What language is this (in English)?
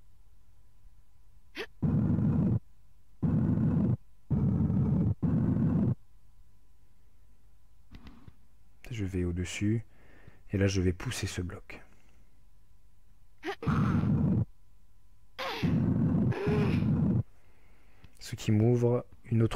French